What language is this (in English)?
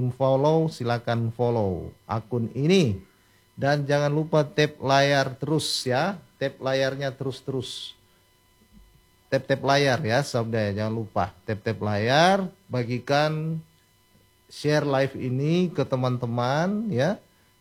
Indonesian